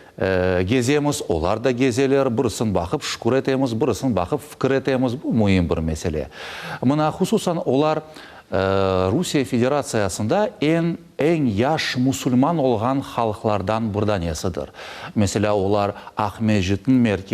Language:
Crimean Tatar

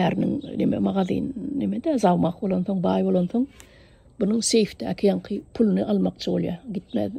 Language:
Turkmen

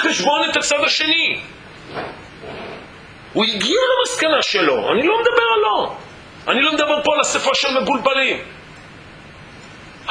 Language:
Hebrew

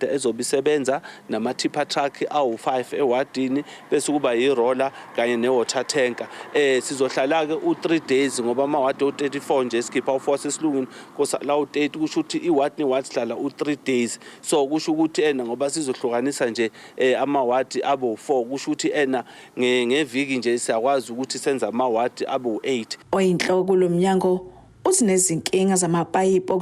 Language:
Zulu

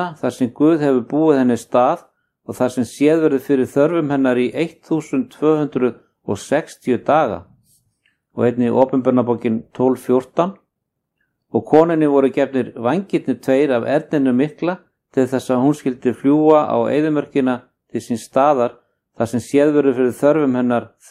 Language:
Icelandic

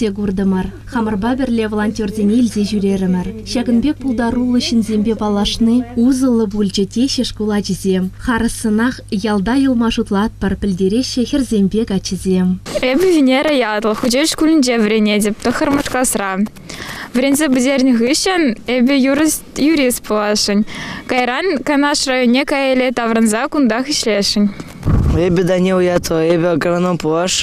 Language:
Chuvash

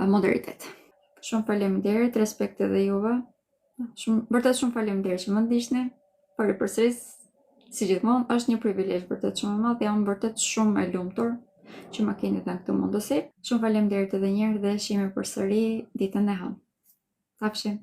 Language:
Albanian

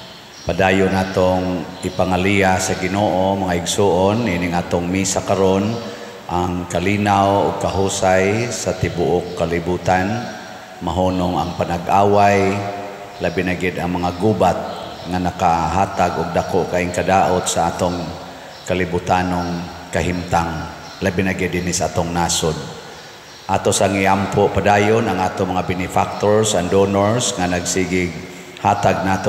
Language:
Cebuano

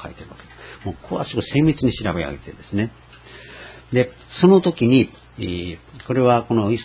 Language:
Japanese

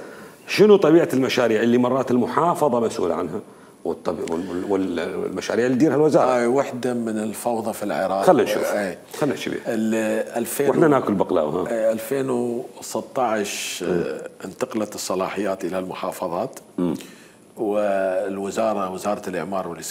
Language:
Mesopotamian Arabic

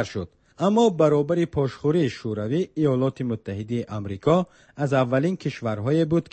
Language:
Tajik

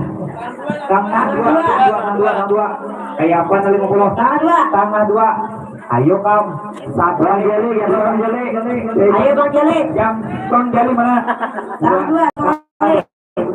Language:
Banjar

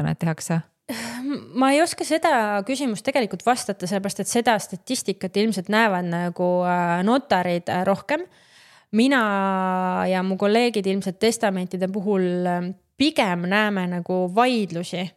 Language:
Estonian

